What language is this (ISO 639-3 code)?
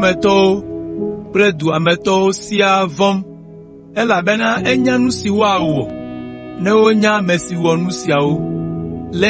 ewe